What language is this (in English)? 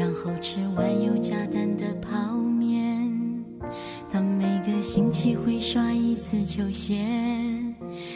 Chinese